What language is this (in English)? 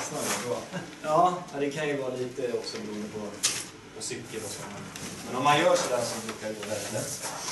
Swedish